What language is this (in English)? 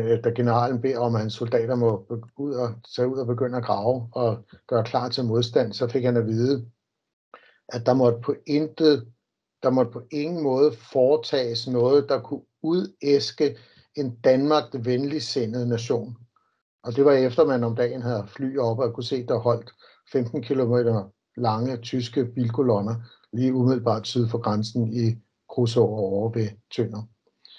Danish